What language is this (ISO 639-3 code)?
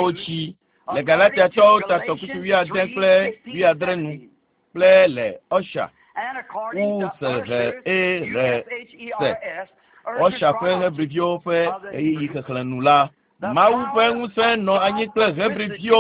ewe